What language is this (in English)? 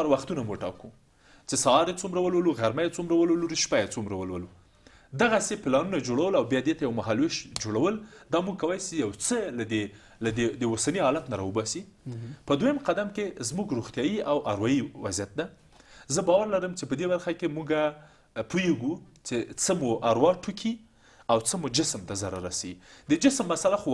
Pashto